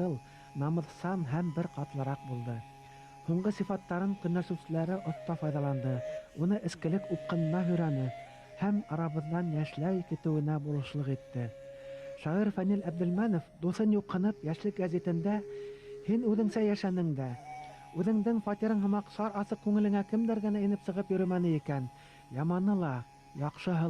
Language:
Bashkir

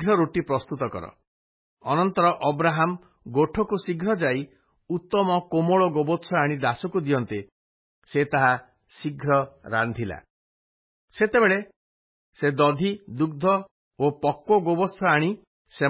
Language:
Odia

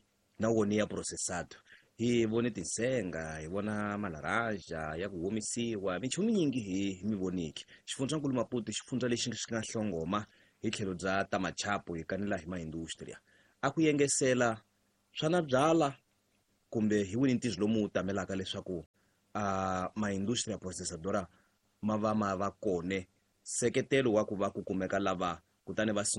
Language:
Tsonga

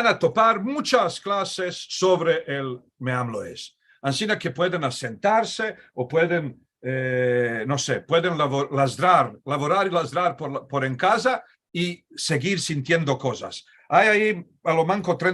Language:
Ladino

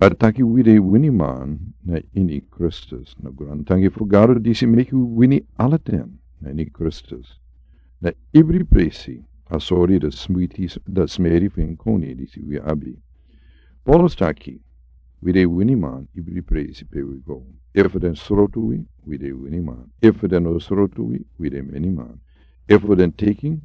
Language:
Sranan Tongo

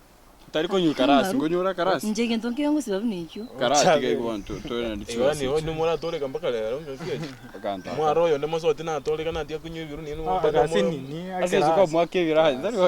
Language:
Gusii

